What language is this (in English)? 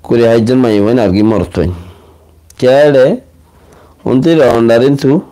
Rohingya